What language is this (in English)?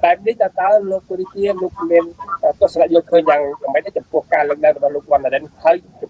Khmer